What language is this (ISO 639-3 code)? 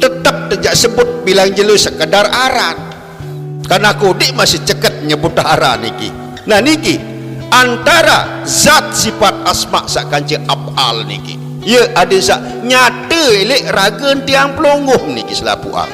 sas